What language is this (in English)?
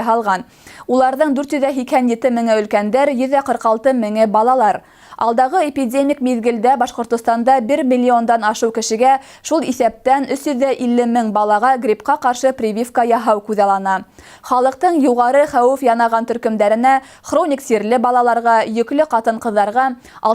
Bashkir